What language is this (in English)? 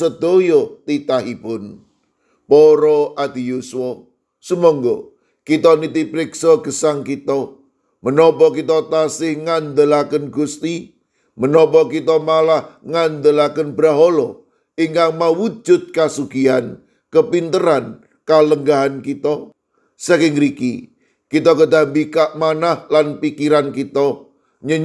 Javanese